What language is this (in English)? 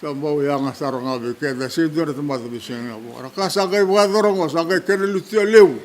Fijian